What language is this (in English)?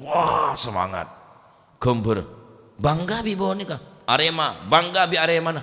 Madurese